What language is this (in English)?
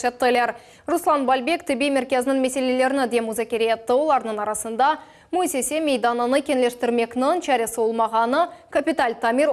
Crimean Tatar